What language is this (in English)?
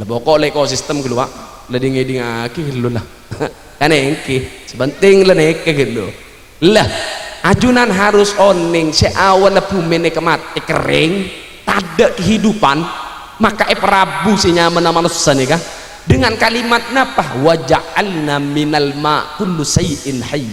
Madurese